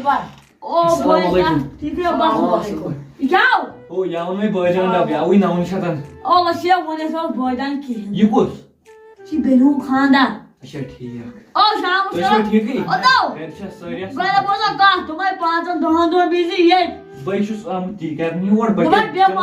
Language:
Kashmiri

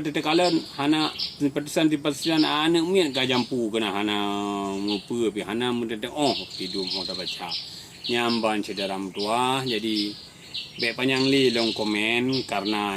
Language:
Achinese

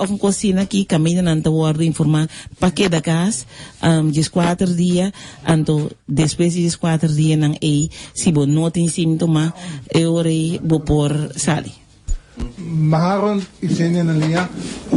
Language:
Papiamento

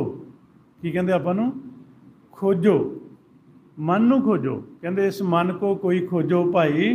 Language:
Punjabi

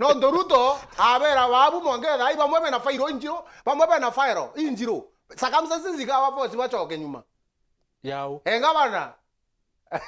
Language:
Meru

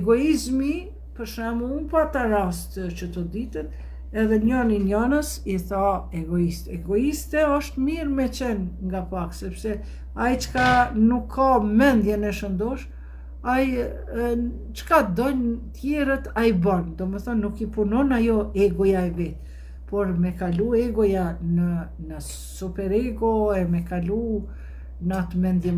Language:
Albanian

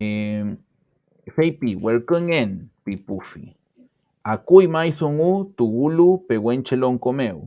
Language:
Mapuche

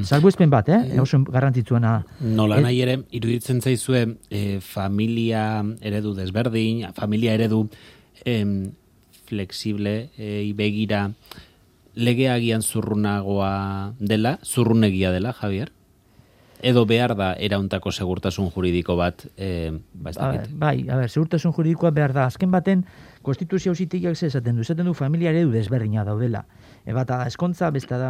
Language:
Basque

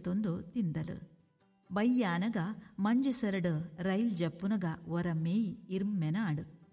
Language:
Tulu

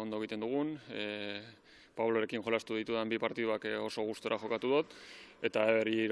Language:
Basque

